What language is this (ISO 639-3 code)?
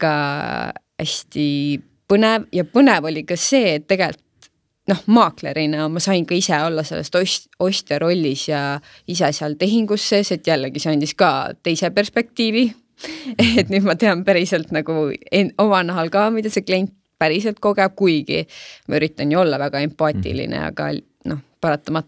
est